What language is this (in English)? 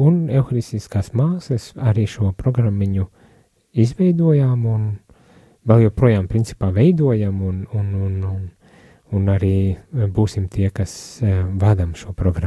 Latvian